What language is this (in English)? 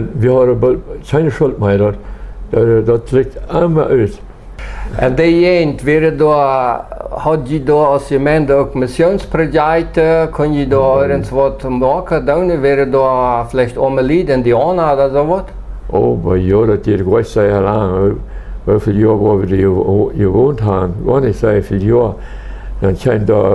Plautdietsch